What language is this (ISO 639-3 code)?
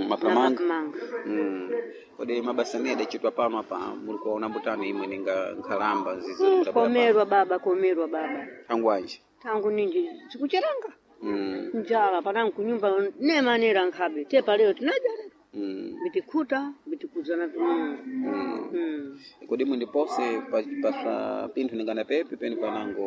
seh